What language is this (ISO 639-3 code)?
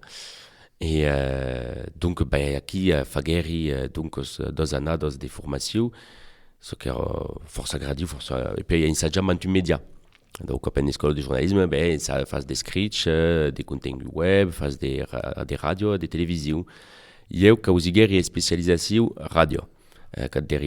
oci